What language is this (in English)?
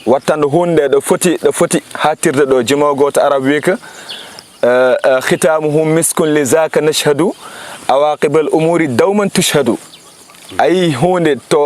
Fula